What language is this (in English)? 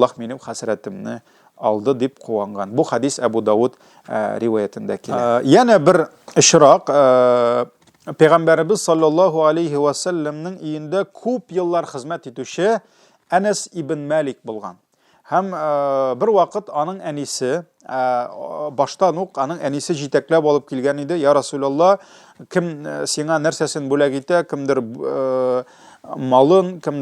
Tatar